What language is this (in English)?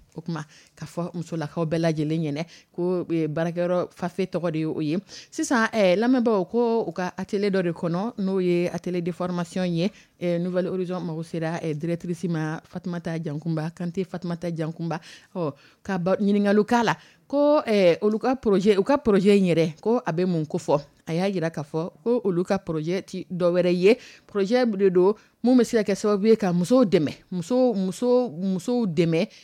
Dyula